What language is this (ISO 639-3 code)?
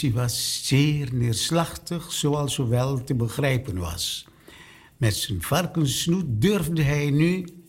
nld